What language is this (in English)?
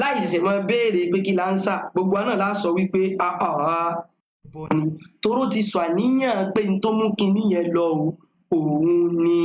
Yoruba